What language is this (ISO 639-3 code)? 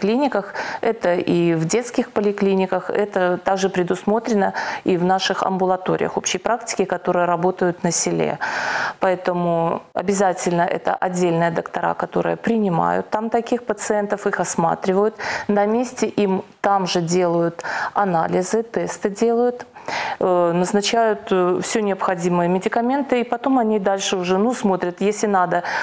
rus